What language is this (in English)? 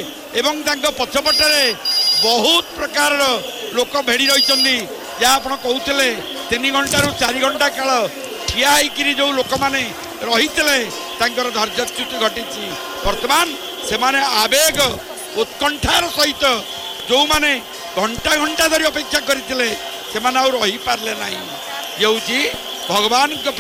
Odia